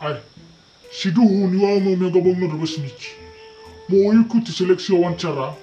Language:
Nias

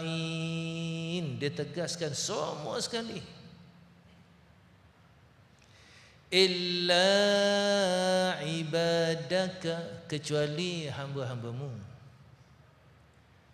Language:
Malay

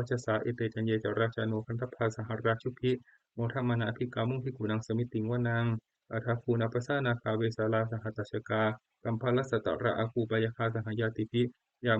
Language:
Pali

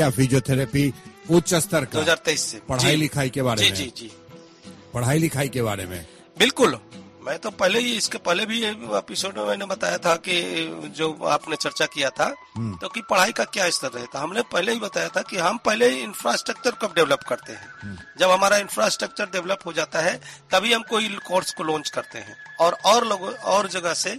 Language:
Hindi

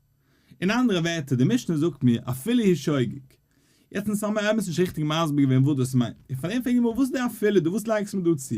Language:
Yiddish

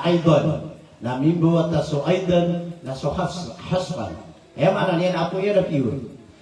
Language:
Maranao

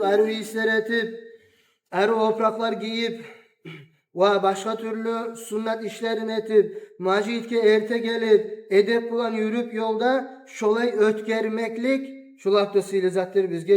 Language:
Kumyk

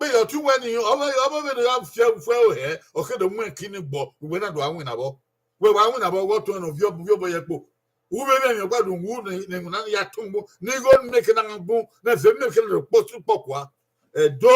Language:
Bini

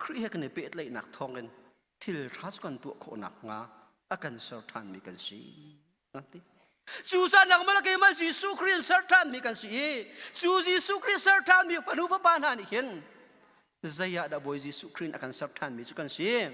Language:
Hakha Chin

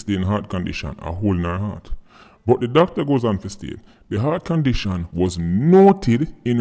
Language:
Jamaican Creole English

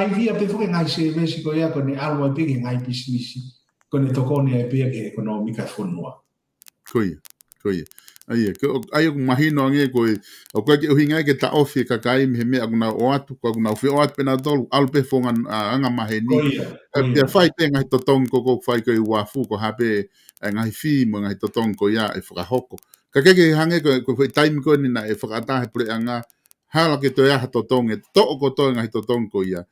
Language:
Tongan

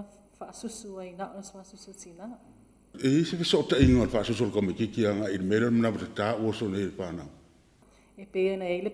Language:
Samoan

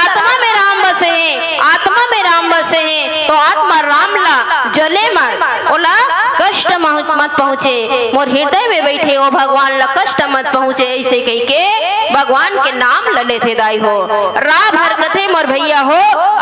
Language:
Chhattisgarhi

